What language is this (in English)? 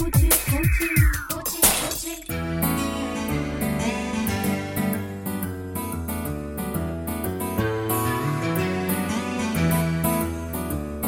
Tamil